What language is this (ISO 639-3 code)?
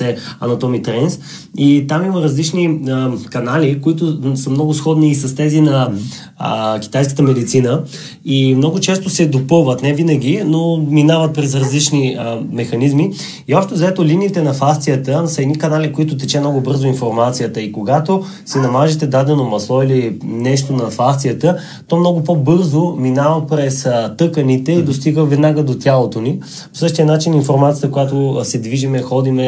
bul